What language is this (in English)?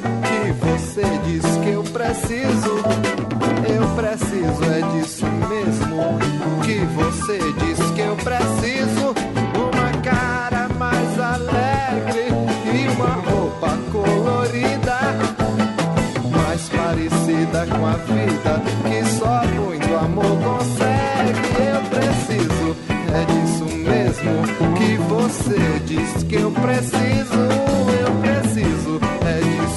Portuguese